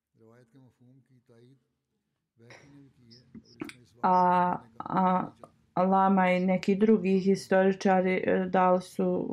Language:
Bosnian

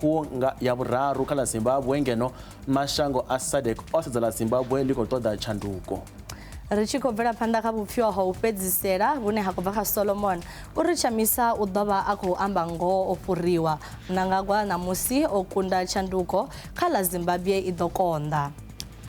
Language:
Venda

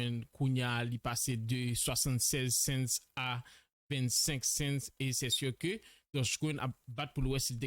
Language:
Haitian Creole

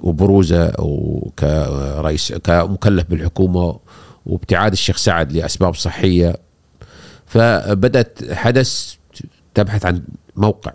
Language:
Gulf Arabic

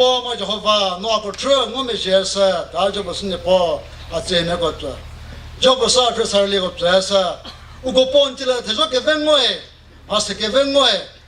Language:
Chokri Naga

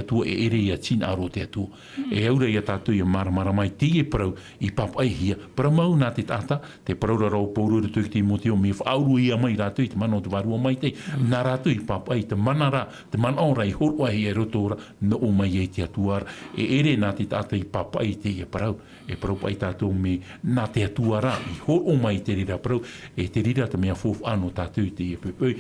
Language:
Tahitian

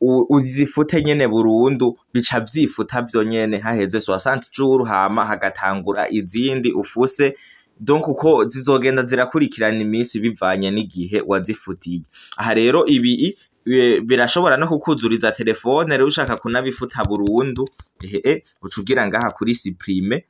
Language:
Rundi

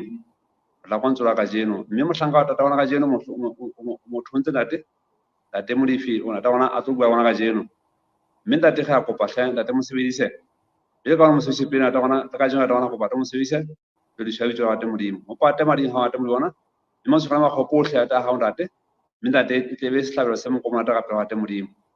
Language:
Southern Sotho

